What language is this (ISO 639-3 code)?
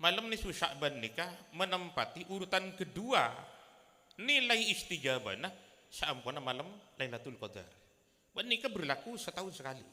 mad